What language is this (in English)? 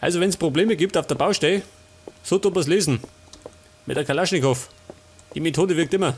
Bavarian